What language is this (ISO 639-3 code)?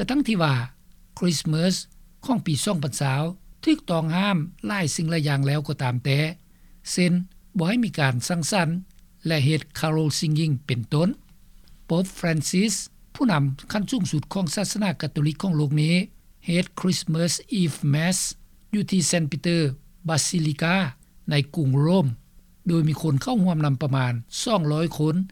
lao